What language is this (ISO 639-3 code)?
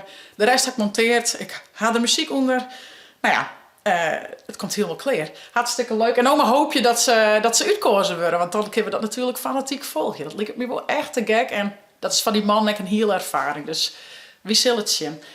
fry